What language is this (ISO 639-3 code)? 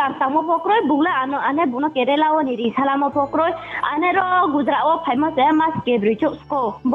ria